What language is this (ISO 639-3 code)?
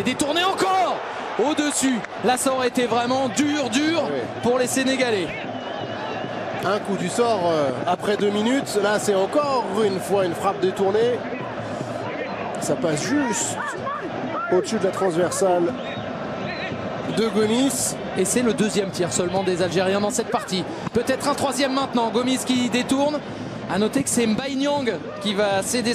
fra